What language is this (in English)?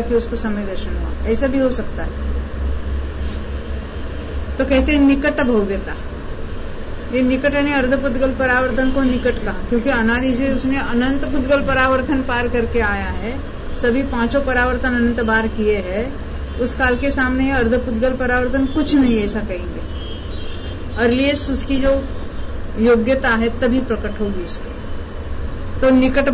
Hindi